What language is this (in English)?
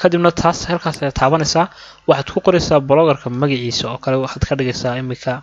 Somali